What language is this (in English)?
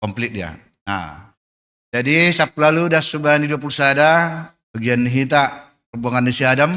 Batak Simalungun